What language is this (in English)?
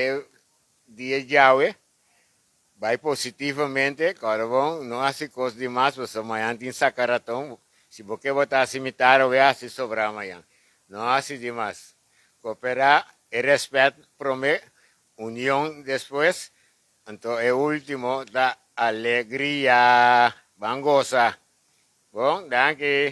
Papiamento